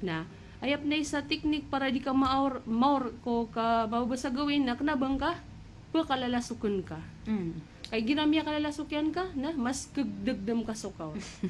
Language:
Maranao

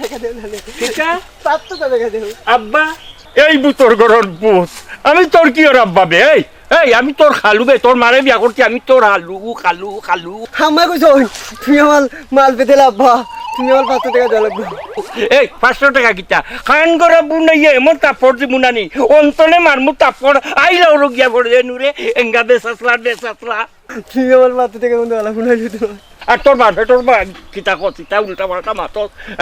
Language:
Sylheti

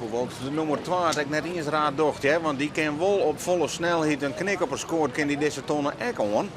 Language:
Western Frisian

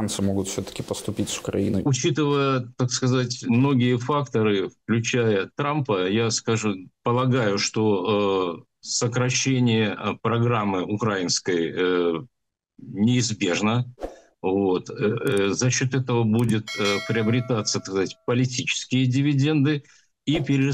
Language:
Russian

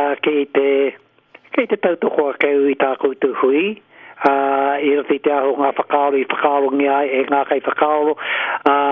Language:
Māori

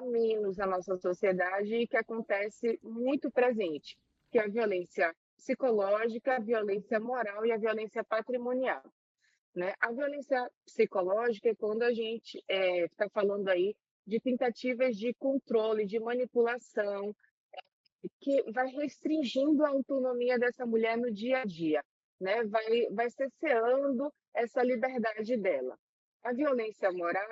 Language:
Portuguese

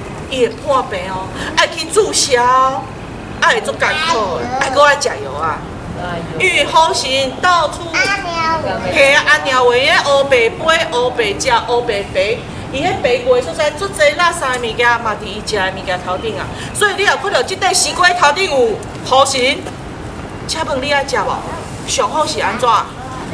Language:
Min Nan Chinese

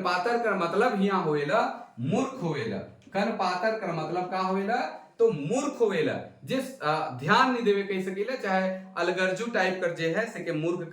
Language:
Sadri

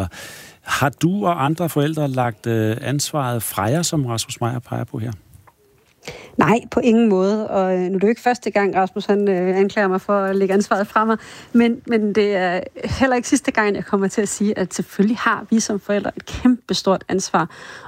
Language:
Danish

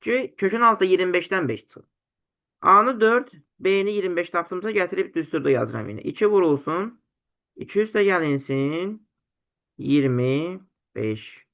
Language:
Azerbaijani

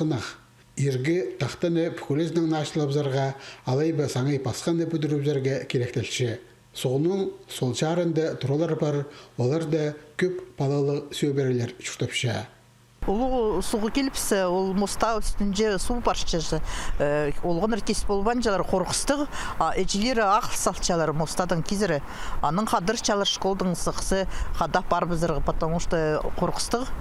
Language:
Khakas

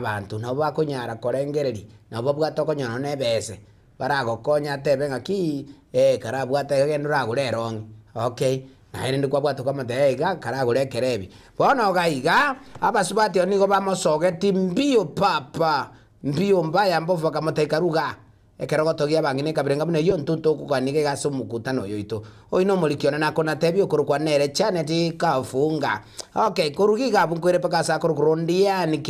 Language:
Gusii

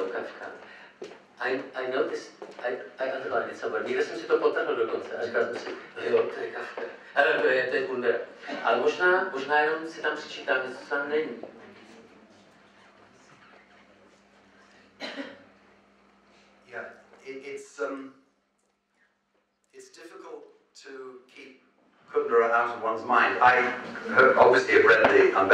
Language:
Czech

